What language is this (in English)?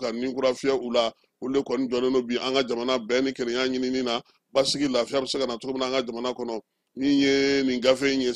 Bambara